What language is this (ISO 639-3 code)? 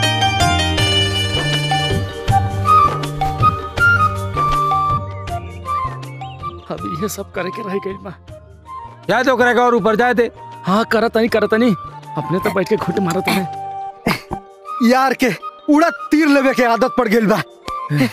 bho